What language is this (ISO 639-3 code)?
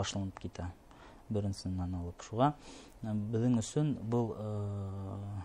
bak